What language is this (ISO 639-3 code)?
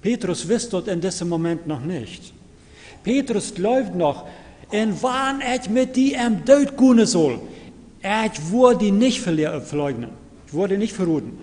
pdt